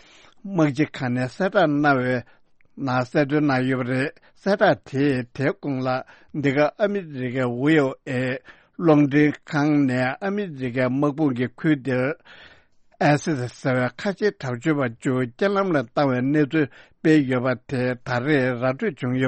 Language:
Tibetan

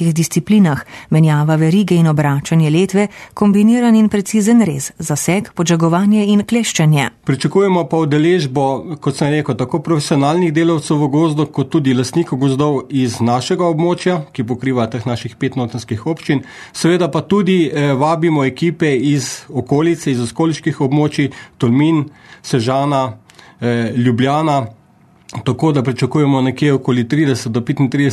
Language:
Slovenian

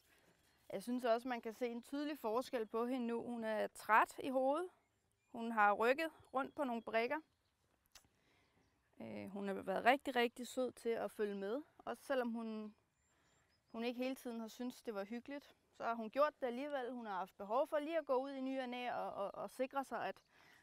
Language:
Danish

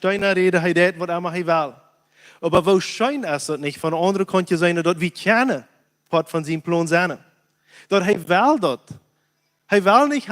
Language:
Plautdietsch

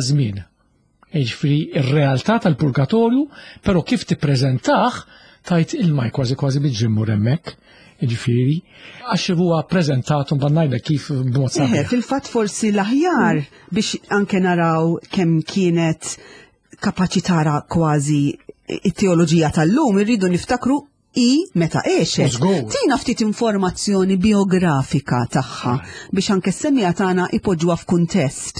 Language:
Maltese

